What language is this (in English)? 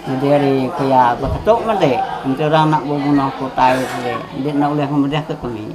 Iban